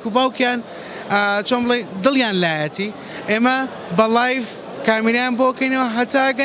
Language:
Central Kurdish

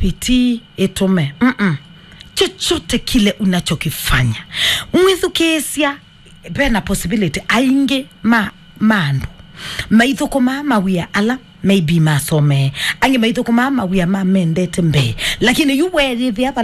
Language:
Kamba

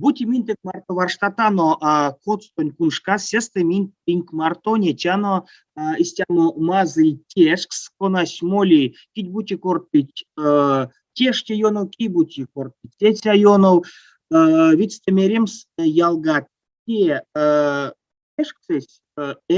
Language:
Erzya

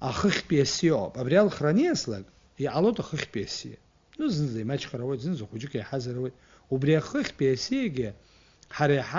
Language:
Abkhazian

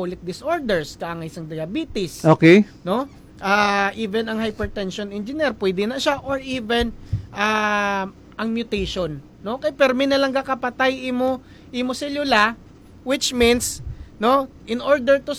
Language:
Hiligaynon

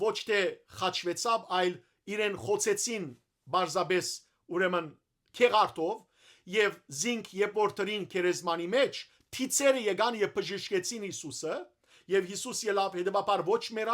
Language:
Western Armenian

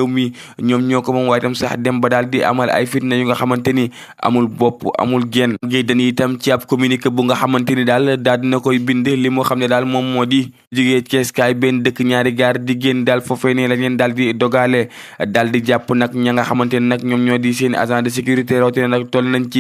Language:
Wolof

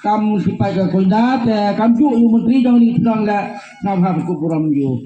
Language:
Khasi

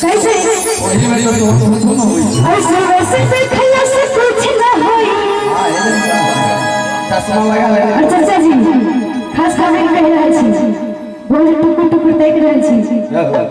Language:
Maithili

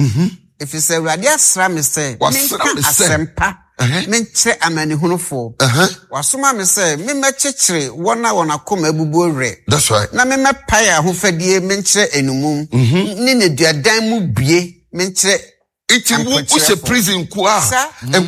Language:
Akan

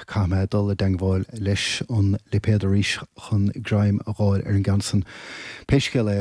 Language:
Irish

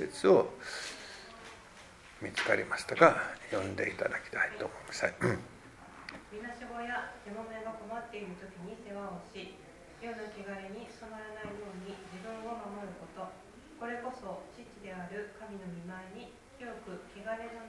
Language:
Japanese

